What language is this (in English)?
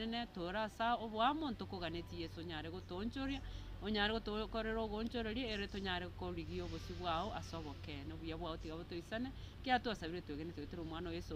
Gusii